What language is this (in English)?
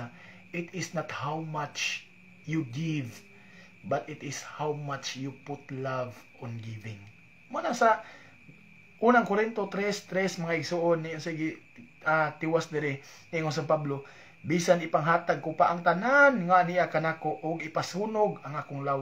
Cebuano